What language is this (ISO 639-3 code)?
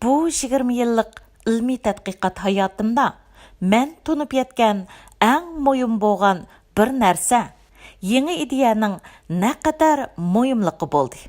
uig